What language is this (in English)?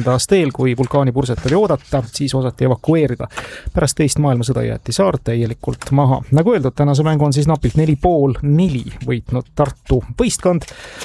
Estonian